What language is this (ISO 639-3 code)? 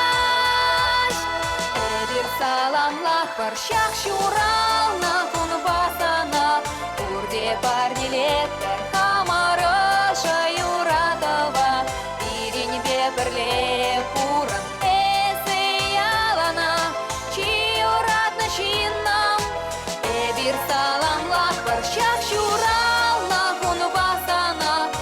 chv